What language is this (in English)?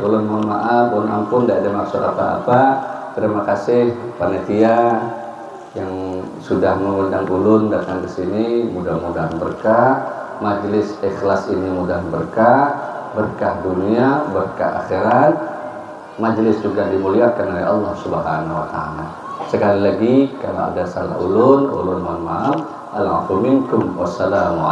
Banjar